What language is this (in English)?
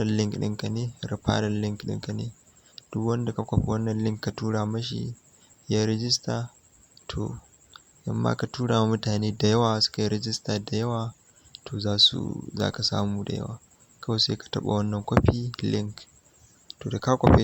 Hausa